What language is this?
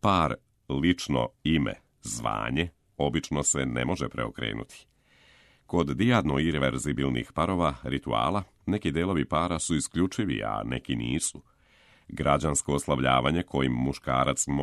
Serbian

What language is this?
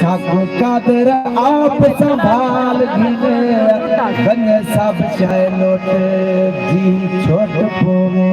Saraiki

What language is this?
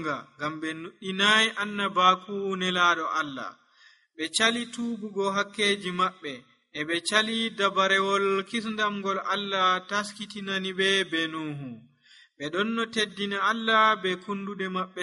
Nigerian Fulfulde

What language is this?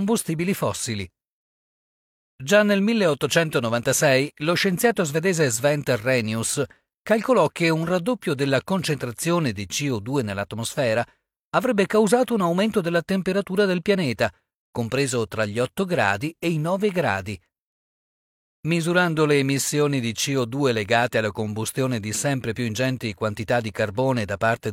Italian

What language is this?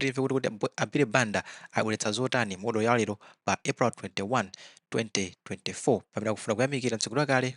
Nyanja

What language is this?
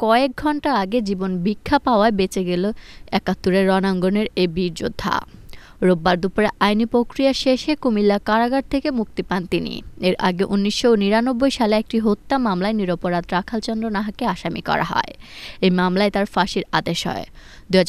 Bangla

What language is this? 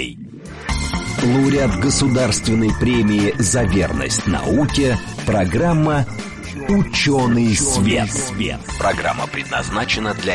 Russian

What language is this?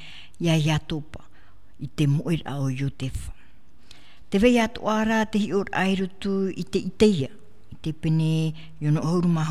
Tahitian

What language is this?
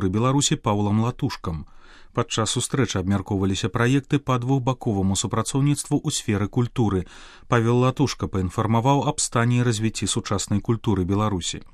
Belarusian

